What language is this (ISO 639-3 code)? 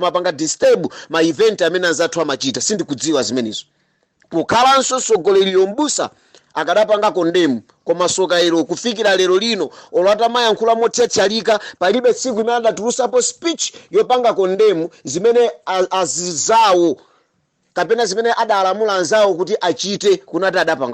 nya